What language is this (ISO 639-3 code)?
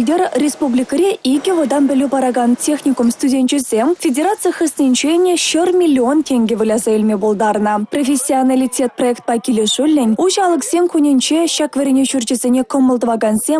chv